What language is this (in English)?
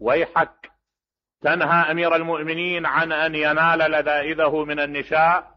Mesopotamian Arabic